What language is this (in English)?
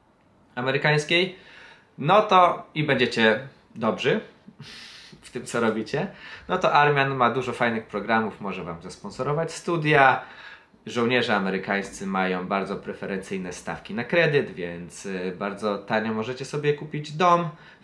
Polish